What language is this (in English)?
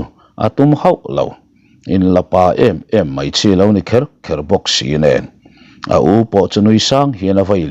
Mizo